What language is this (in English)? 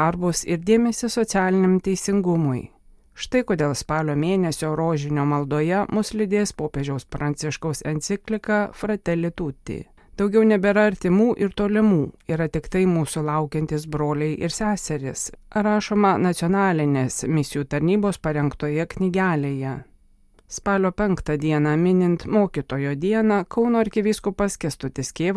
Lithuanian